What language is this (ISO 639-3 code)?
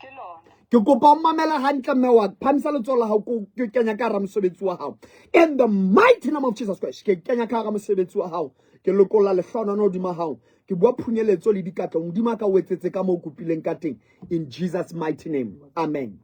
sot